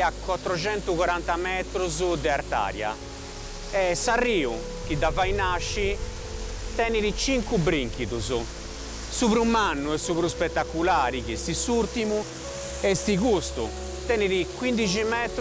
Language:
Sardinian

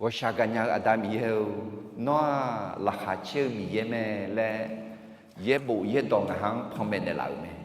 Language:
Akha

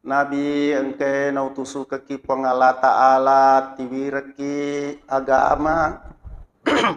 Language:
Buginese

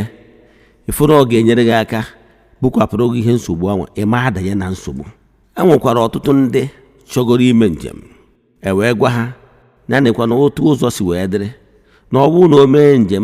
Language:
Igbo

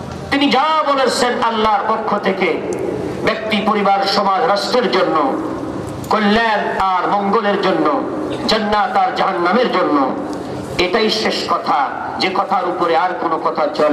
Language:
Bangla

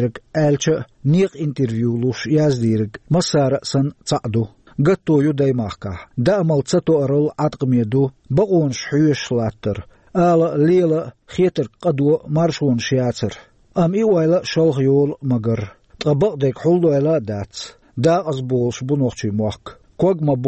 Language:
Chechen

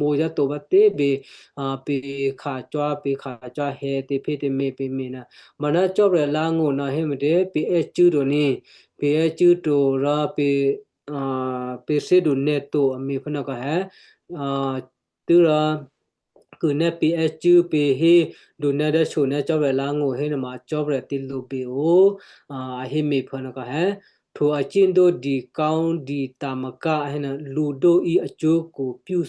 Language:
Western Kayah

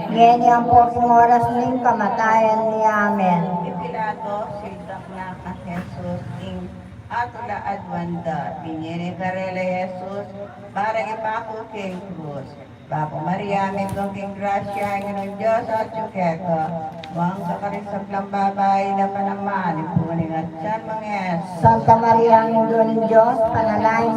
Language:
Pampanga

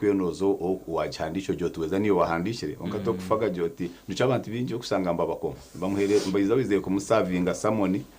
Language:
Nyankole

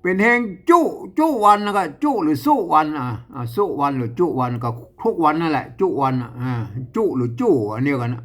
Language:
Northern Thai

